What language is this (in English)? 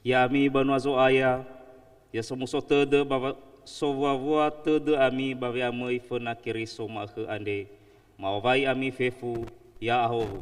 Nias